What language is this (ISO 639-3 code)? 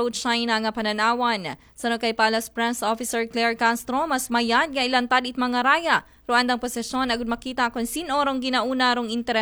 akl